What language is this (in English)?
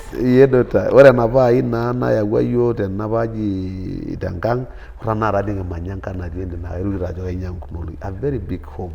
Masai